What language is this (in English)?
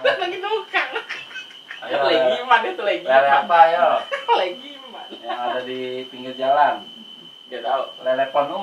Betawi